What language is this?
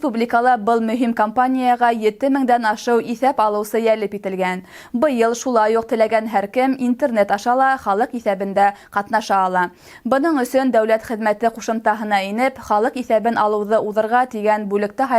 Bashkir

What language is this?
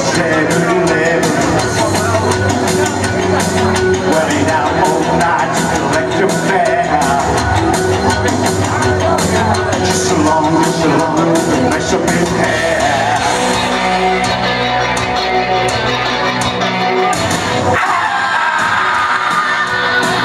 English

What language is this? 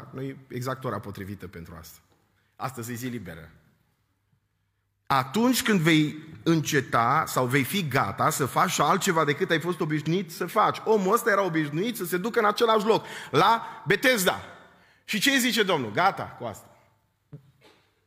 Romanian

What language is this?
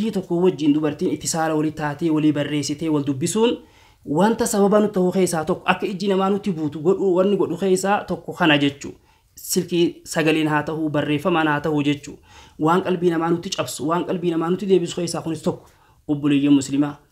Oromo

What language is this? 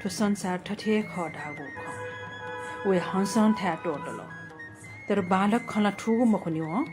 Newari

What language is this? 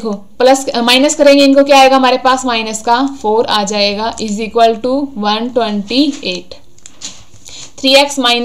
Hindi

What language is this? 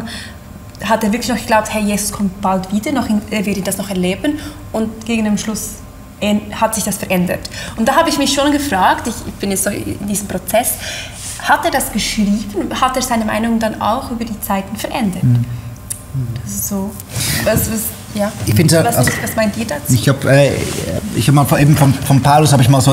Swiss German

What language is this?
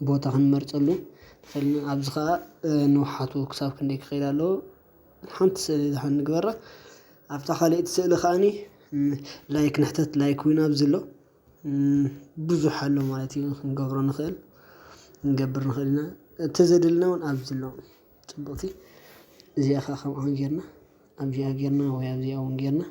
Tigrinya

